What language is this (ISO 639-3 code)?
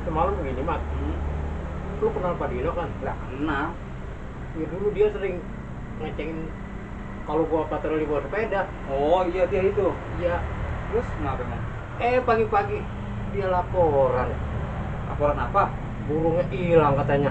bew